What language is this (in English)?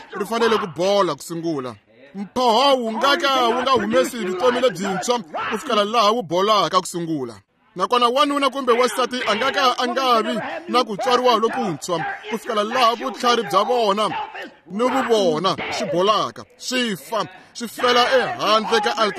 Tsonga